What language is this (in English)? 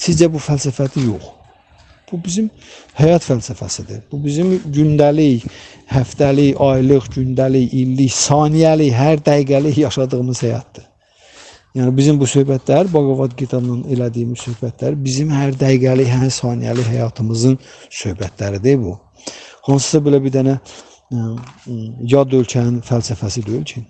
Azerbaijani